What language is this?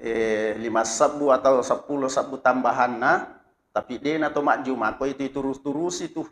Buginese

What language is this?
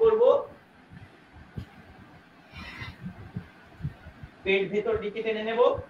Bangla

